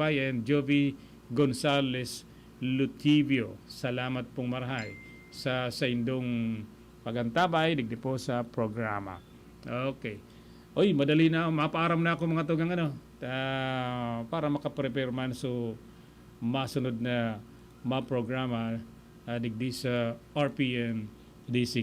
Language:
Bikol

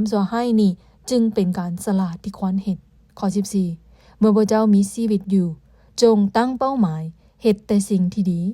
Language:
Lao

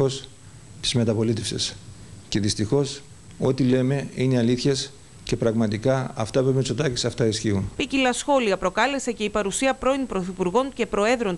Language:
Greek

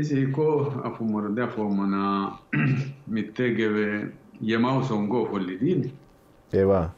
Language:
Sidamo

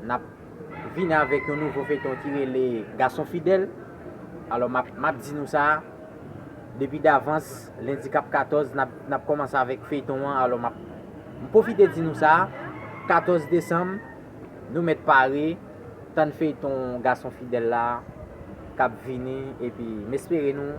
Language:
Haitian Creole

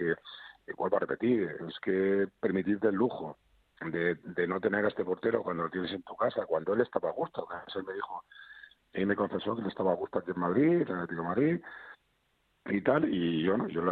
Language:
Spanish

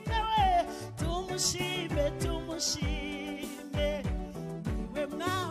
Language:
Kinyarwanda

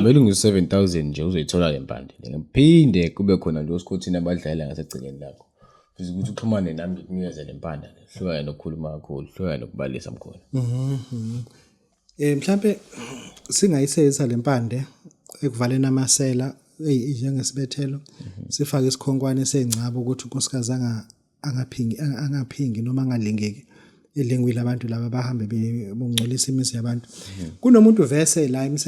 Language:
Zulu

